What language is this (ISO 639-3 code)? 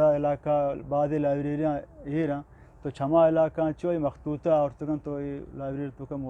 bgp